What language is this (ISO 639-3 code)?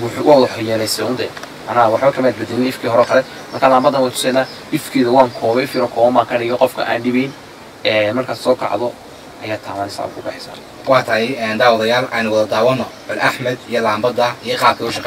som